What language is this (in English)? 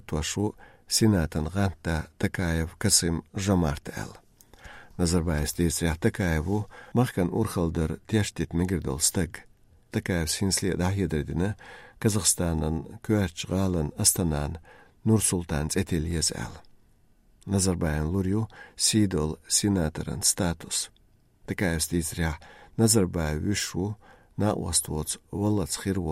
Chechen